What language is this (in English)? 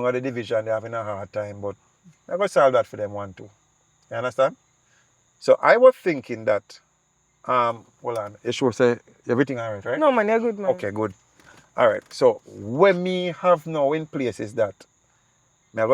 Jamaican Creole English